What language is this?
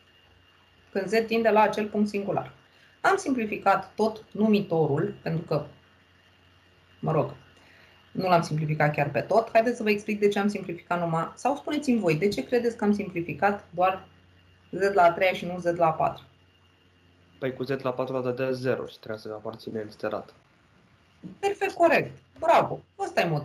Romanian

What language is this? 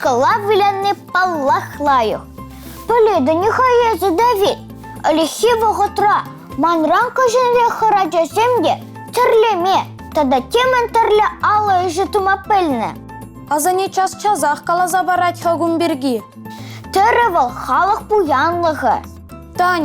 Chuvash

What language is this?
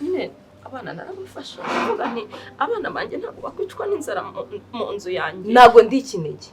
Kinyarwanda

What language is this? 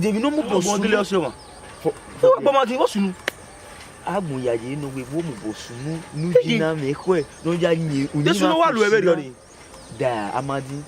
Bini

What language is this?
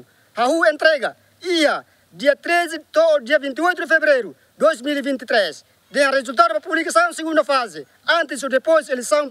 Tetum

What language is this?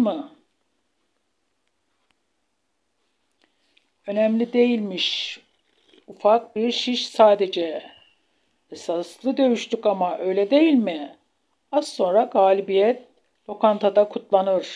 Turkish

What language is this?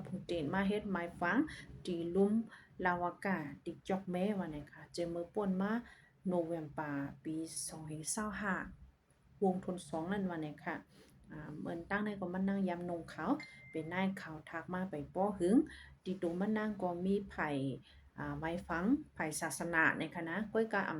Shan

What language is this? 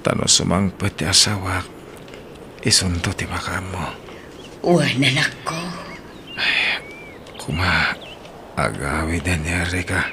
Iloko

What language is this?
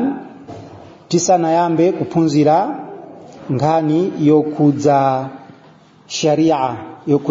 Nyanja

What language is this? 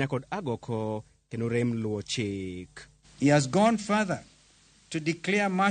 Luo (Kenya and Tanzania)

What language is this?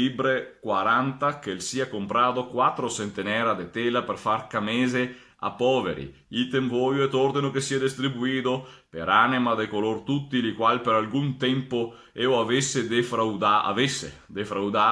Venetian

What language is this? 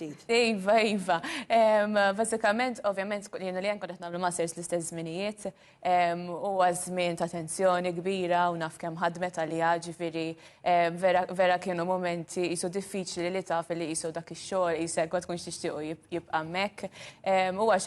Maltese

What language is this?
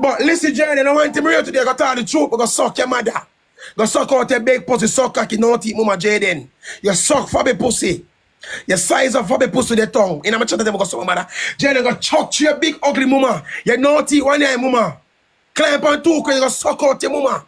Jamaican Creole English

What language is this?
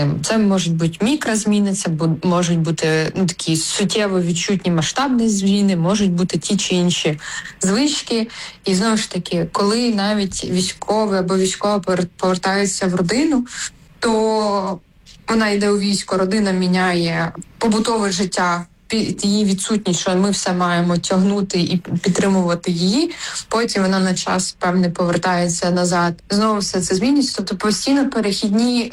Ukrainian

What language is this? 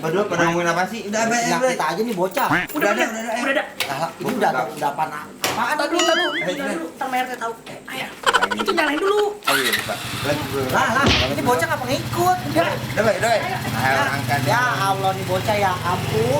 Betawi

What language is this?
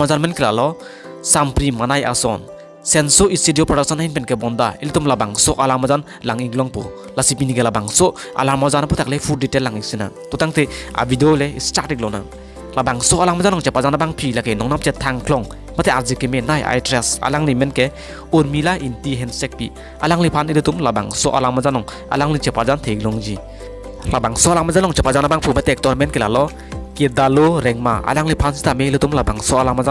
Karbi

